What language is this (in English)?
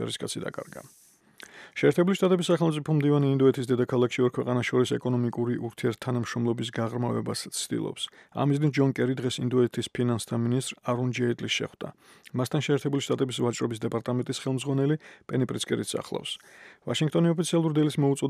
Georgian